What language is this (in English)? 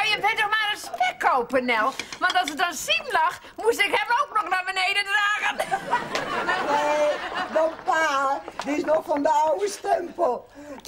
Dutch